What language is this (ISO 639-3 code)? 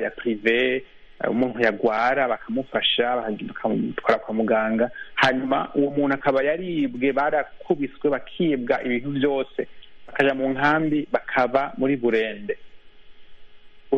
kin